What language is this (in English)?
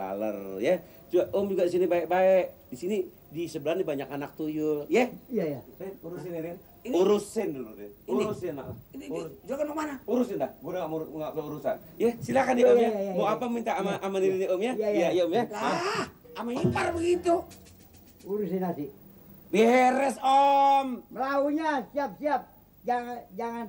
Betawi